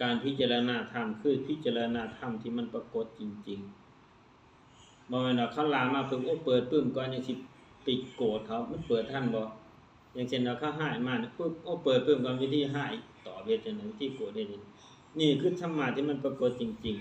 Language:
Lao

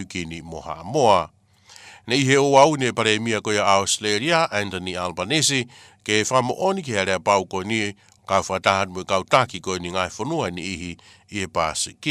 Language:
Tongan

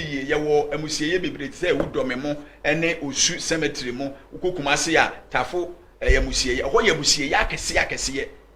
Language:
Akan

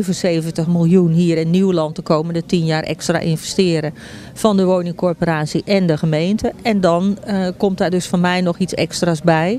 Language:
Dutch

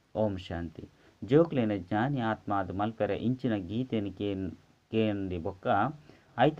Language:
Tulu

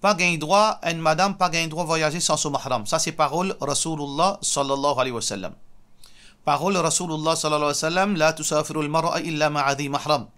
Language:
Morisyen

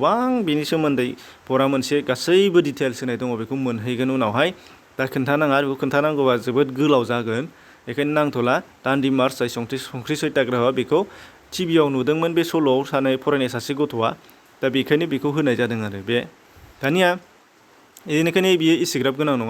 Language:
Bodo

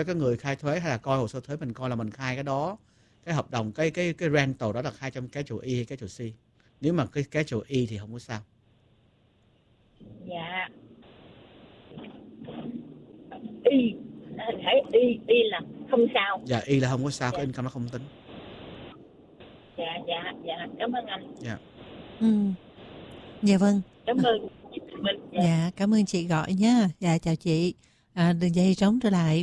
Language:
Vietnamese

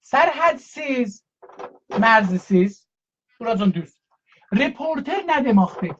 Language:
South Azerbaijani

